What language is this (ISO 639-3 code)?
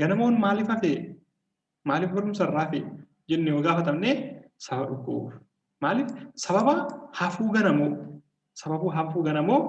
orm